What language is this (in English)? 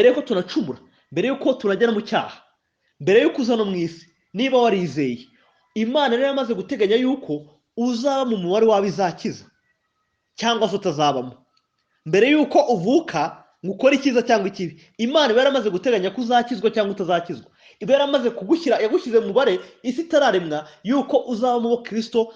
Kinyarwanda